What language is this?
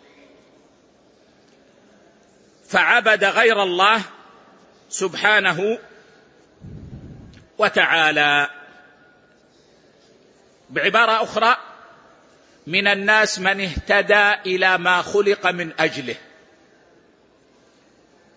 Arabic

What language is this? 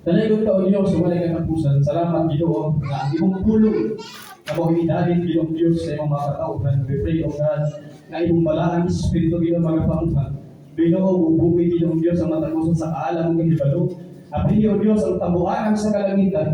Cebuano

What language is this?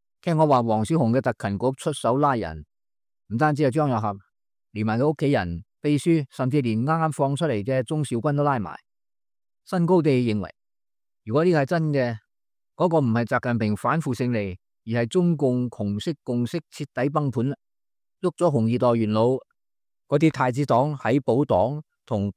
Cantonese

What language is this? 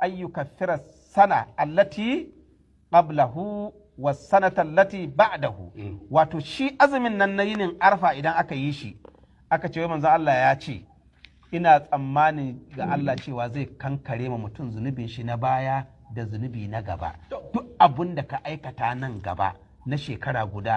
Hausa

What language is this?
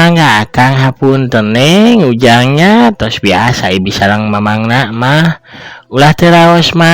Sundanese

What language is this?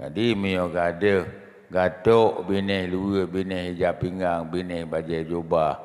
Achinese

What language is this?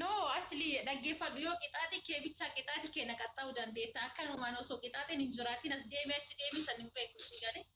Oromo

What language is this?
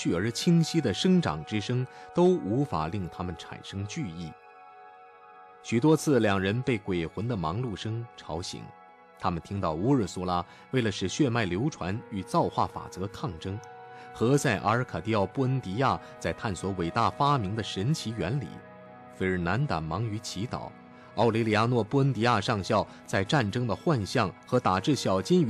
Chinese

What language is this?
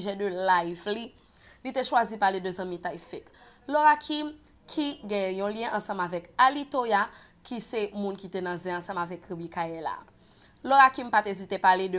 Haitian Creole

